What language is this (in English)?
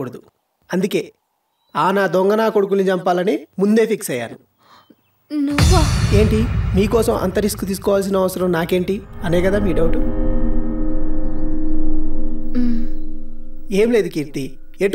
Telugu